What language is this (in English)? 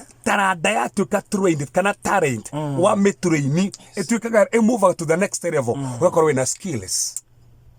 Kikuyu